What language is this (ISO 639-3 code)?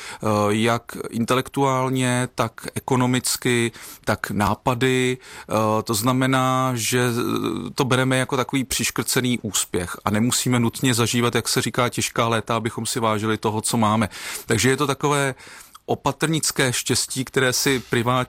ces